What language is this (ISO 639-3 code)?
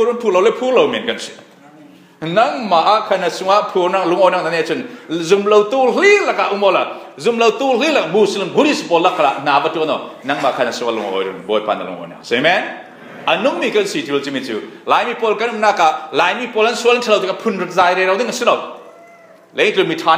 cfm